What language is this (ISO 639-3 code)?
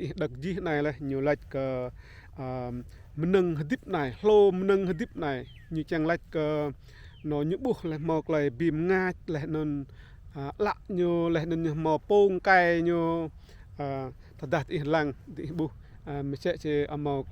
rad